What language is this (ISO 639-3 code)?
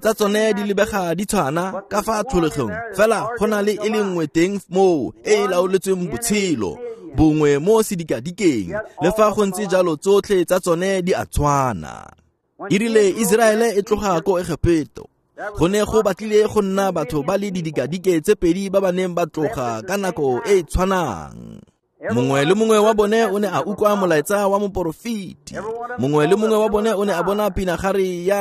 tsn